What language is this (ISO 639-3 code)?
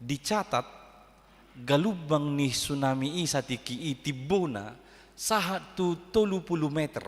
bbc